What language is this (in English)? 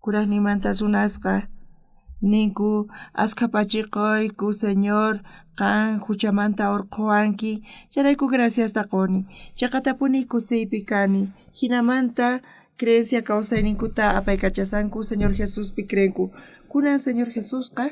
South Bolivian Quechua